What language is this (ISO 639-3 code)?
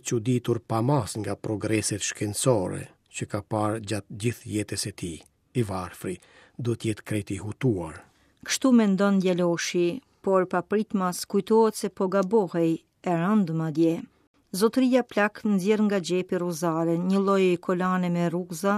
sqi